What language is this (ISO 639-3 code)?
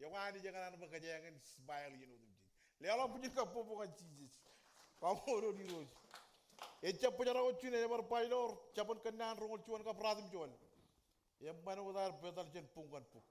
mah